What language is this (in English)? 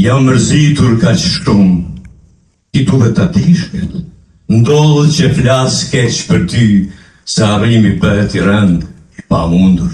Albanian